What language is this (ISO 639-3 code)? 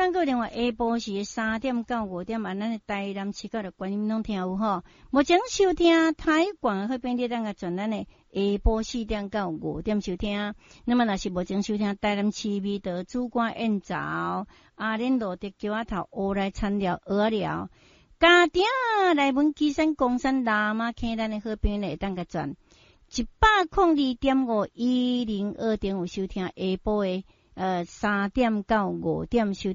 nan